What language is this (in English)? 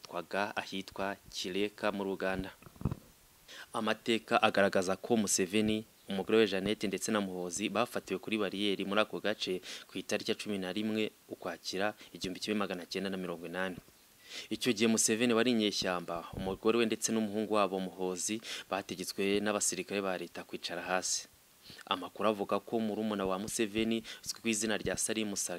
Kinyarwanda